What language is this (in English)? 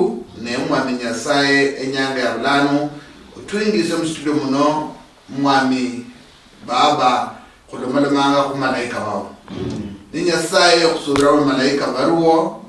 Luyia